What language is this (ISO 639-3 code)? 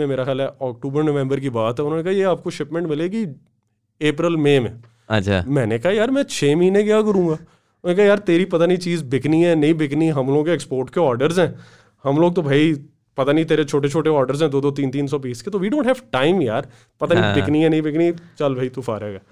hin